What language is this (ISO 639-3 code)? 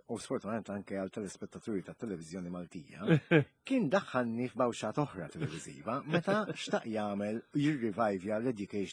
mlt